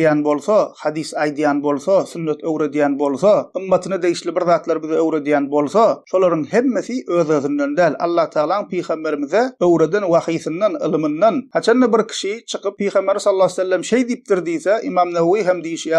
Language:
Turkmen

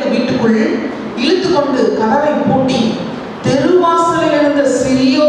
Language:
Tamil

